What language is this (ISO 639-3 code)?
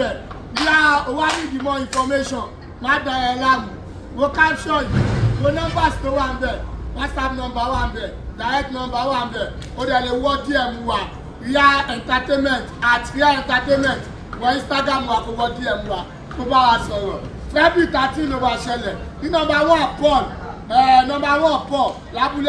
yor